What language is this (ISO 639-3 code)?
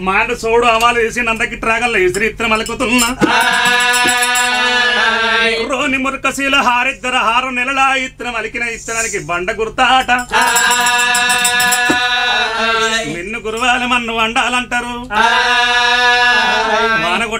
tel